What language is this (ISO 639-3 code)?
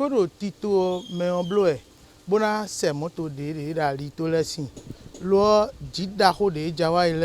fon